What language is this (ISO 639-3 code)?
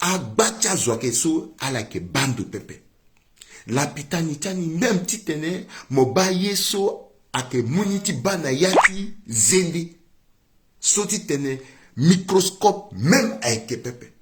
sag